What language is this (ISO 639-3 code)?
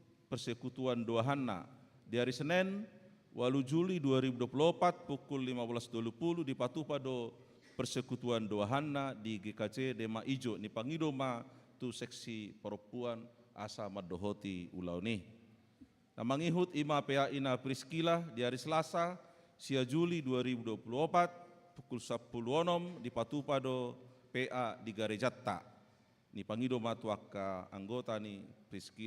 bbc